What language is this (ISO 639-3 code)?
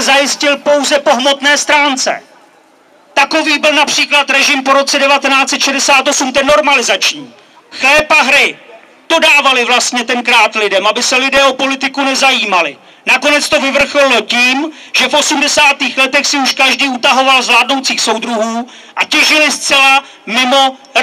ces